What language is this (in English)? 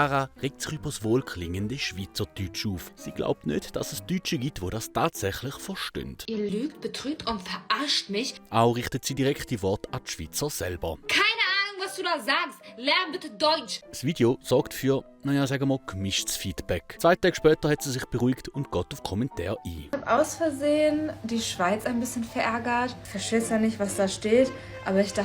Swiss German